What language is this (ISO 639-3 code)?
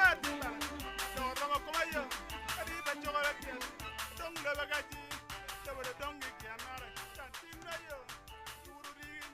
ach